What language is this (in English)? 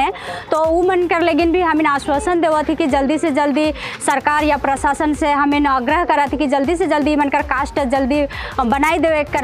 Sadri